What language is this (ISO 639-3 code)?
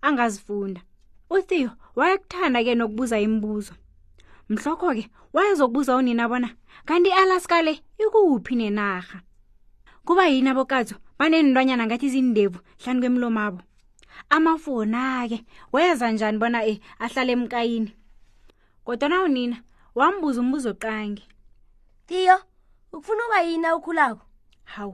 nbl